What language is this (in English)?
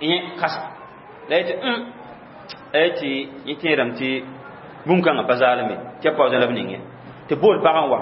Mossi